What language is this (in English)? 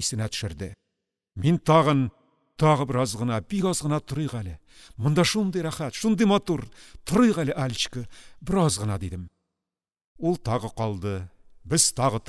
Tatar